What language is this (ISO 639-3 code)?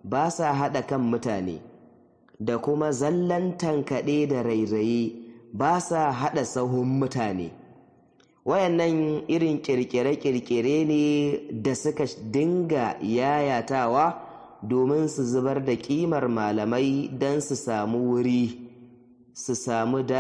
hau